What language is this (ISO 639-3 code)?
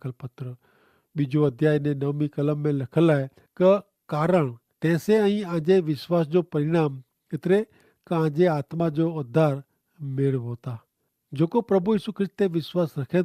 kfr